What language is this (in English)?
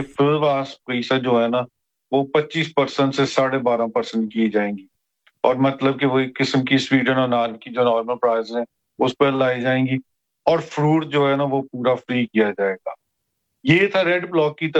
Urdu